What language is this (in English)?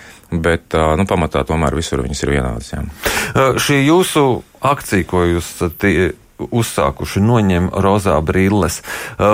Latvian